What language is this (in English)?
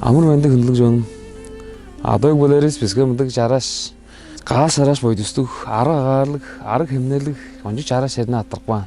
Tuvinian